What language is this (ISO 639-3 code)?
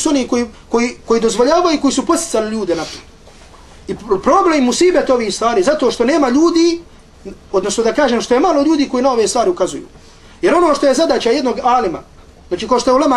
bos